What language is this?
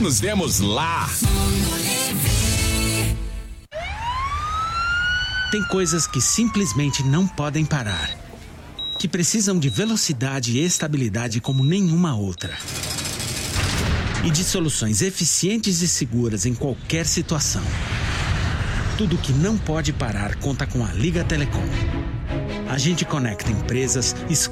Portuguese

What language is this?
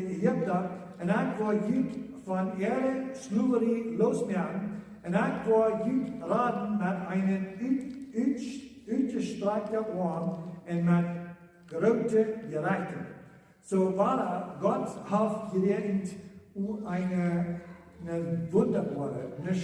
Plautdietsch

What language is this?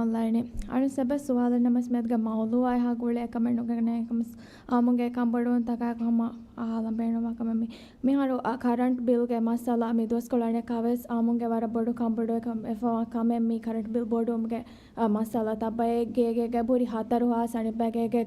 Divehi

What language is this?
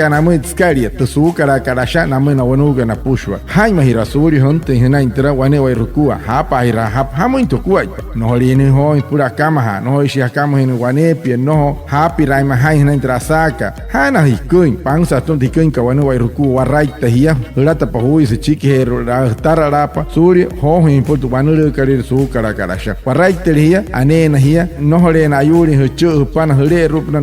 Wayuu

